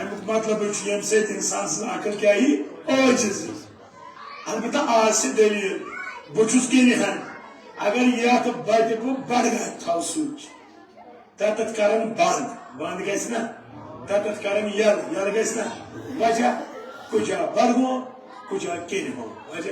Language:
Kashmiri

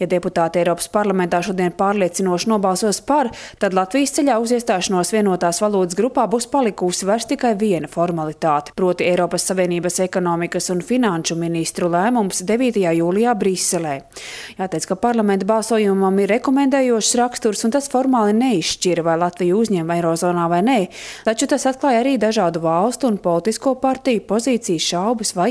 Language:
Latvian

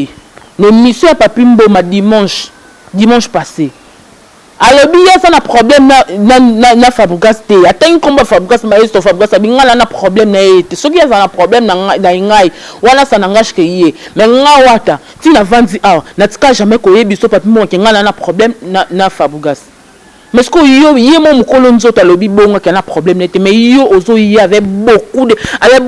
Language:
Lingala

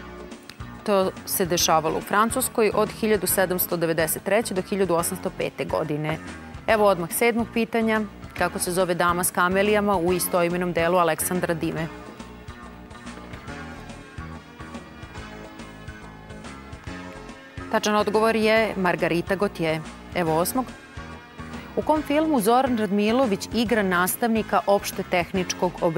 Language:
Serbian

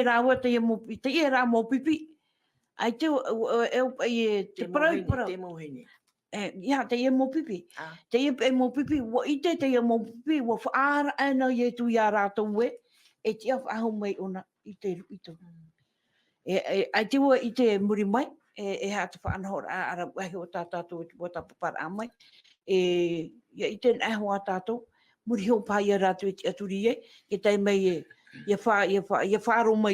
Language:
Tahitian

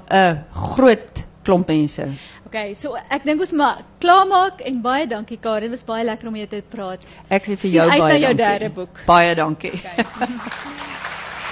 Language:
Afrikaans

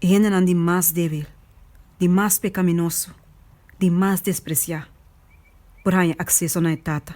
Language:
Papiamento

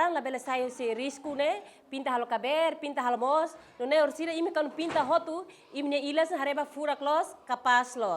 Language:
Tetum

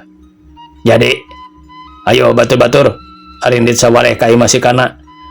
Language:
Sundanese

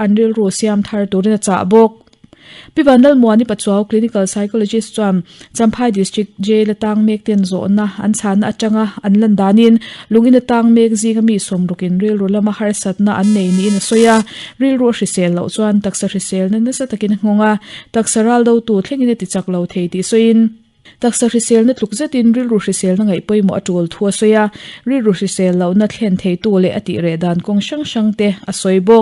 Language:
Mizo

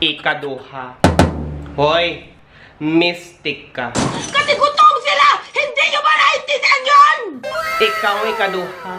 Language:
Hiligaynon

